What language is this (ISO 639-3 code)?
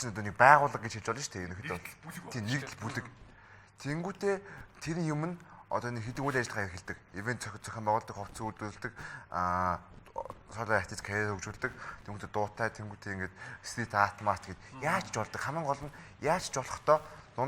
mon